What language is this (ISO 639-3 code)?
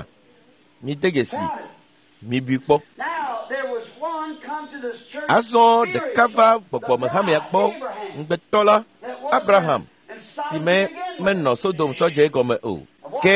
ewe